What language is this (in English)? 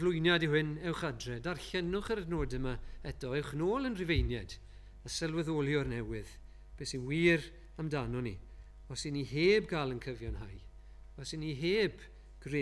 Welsh